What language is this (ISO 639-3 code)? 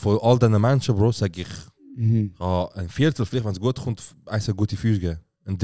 gsw